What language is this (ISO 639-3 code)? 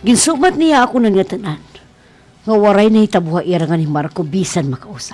war